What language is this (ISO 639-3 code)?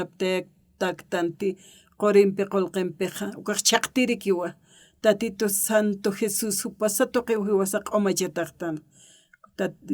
aym